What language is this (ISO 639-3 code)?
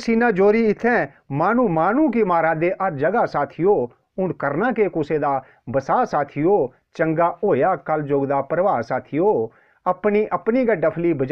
doi